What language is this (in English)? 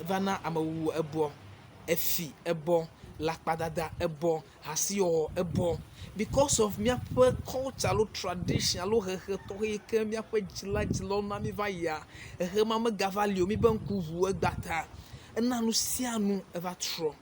Ewe